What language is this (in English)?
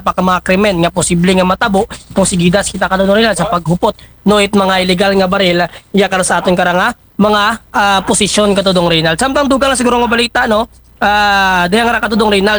Aklanon